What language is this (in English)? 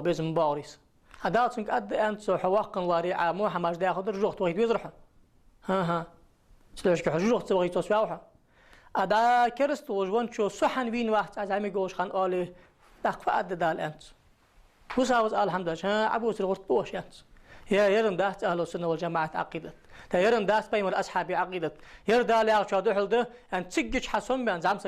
Ingush